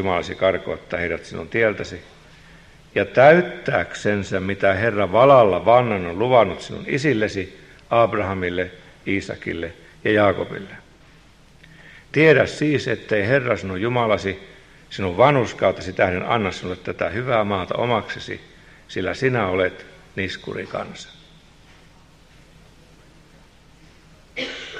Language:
Finnish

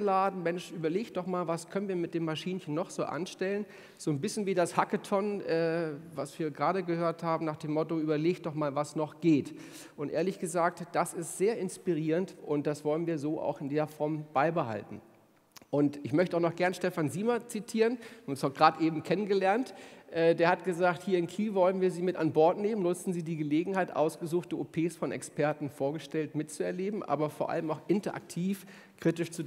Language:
German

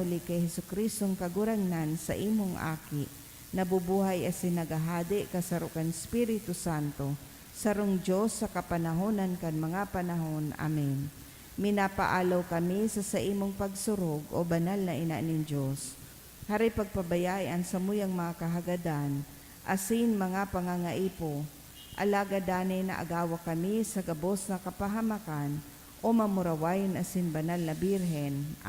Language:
Bikol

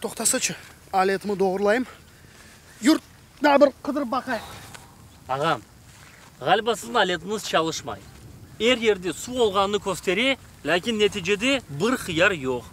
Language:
Crimean Tatar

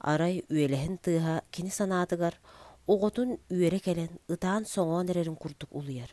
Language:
Yakut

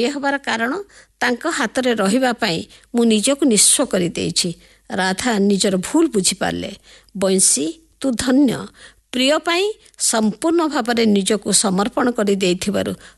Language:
Odia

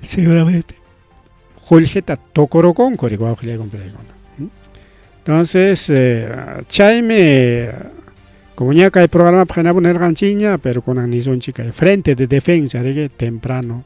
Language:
Ayacucho Quechua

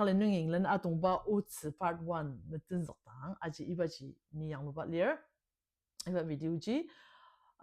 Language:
Ao Naga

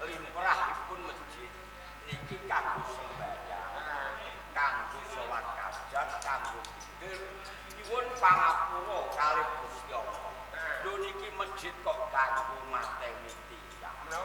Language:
Javanese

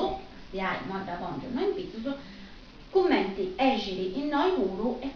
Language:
Sardinian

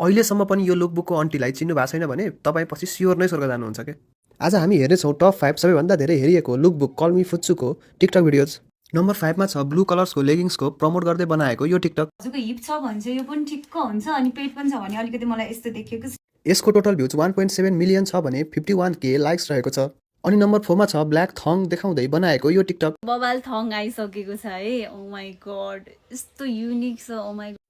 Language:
Nepali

